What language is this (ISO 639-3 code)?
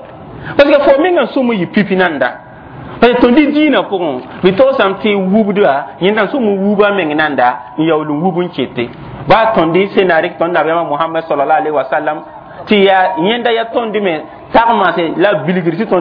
mos